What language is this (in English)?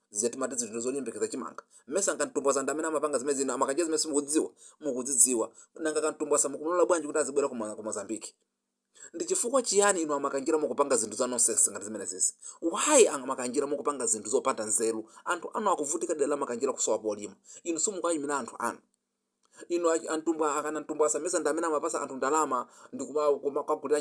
Nyanja